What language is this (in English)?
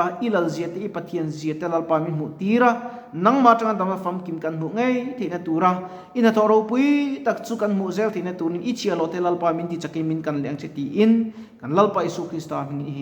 Mizo